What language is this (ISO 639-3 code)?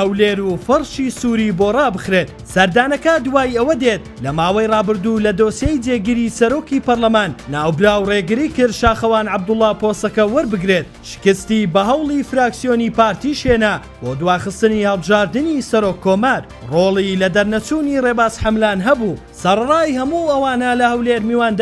ckb